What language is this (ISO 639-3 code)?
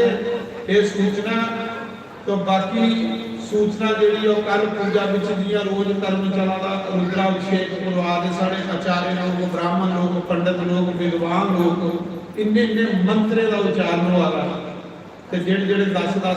doi